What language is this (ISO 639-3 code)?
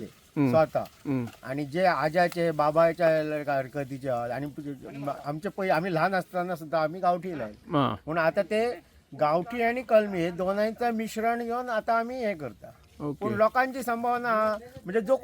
kok